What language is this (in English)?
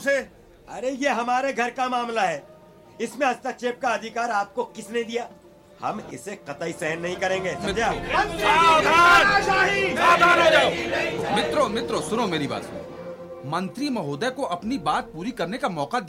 Hindi